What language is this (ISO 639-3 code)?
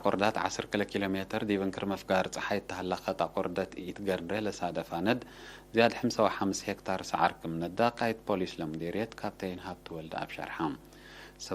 tig